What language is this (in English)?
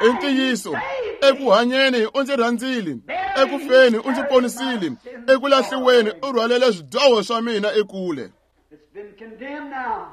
Tsonga